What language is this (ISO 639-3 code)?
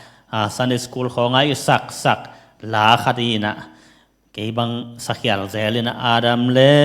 ctd